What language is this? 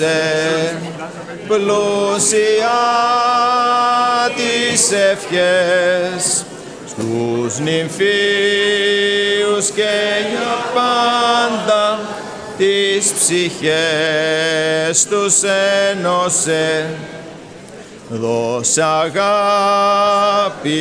Greek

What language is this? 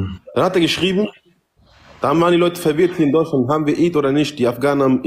German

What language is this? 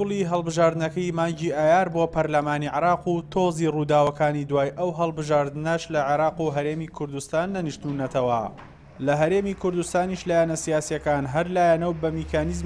Central Kurdish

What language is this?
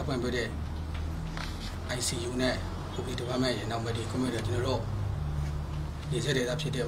Burmese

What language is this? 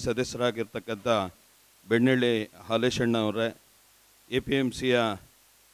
Kannada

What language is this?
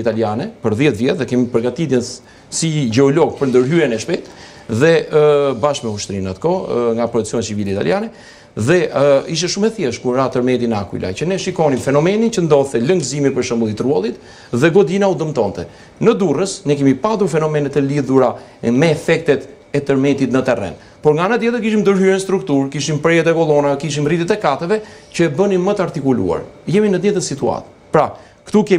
Albanian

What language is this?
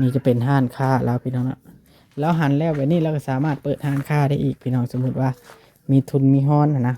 Lao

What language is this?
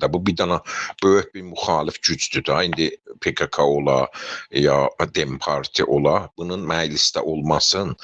South Azerbaijani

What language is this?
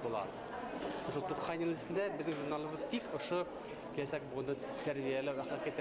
Bashkir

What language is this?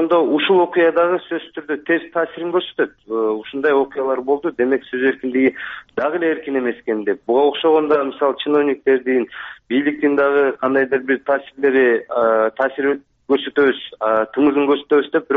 Kyrgyz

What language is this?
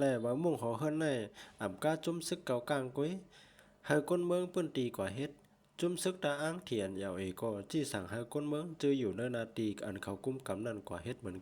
Shan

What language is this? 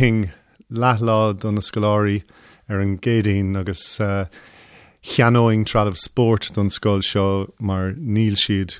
Irish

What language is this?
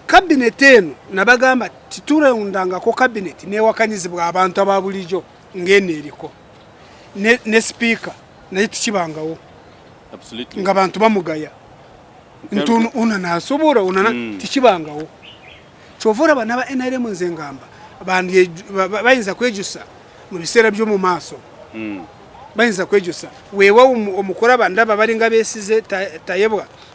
Ganda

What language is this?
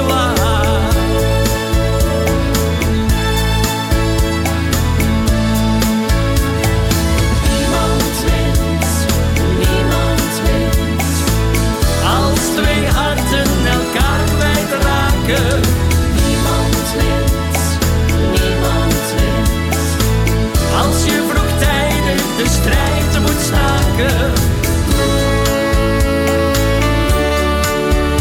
Dutch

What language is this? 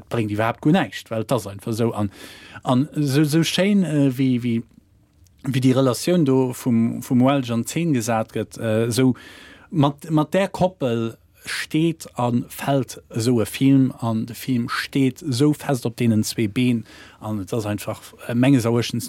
Luxembourgish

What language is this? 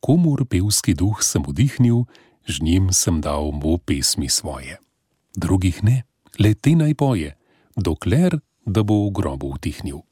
Slovenian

